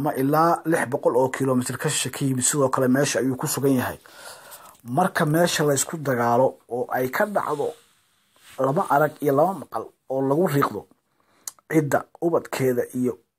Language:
Somali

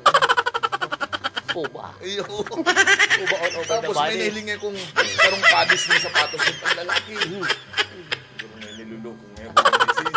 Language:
Bikol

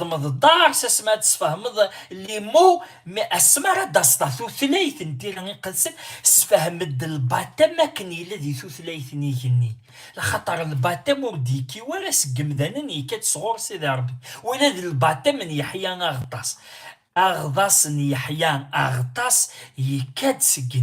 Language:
Kabyle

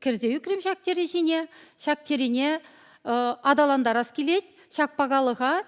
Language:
Chuvash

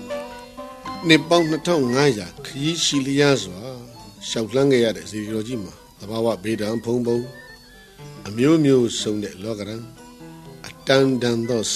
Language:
Burmese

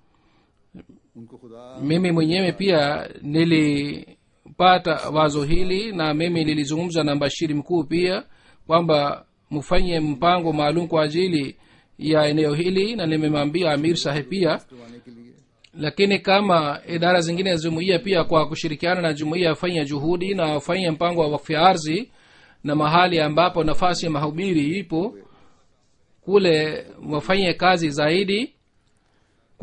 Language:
Swahili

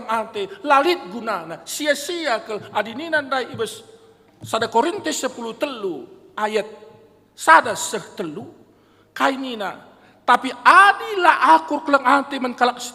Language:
Batak Karo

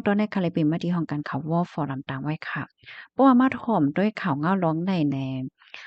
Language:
Shan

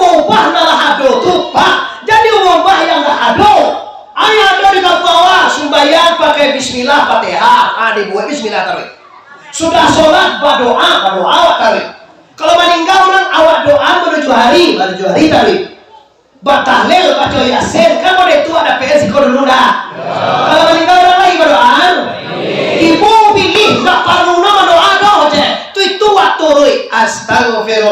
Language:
Minangkabau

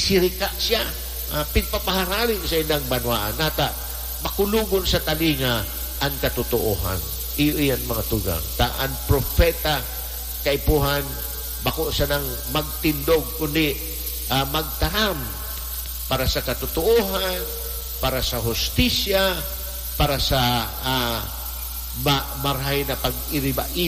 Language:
Bikol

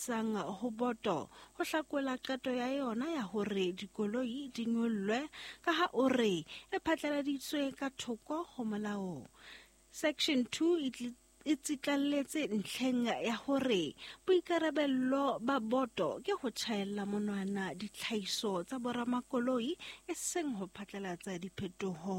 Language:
Southern Sotho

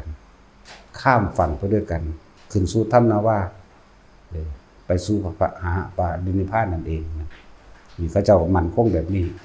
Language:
Northeastern Thai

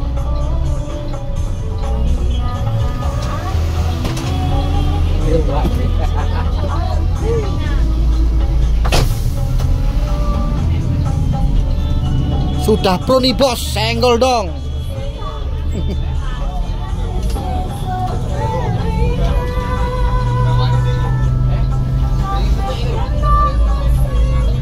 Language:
Indonesian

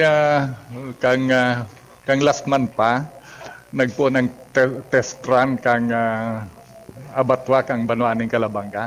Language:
Bikol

